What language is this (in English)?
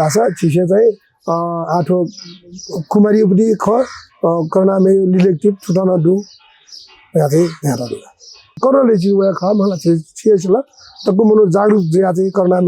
Newari